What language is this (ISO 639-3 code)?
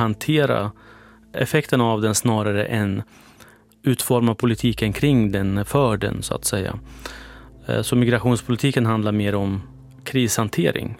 swe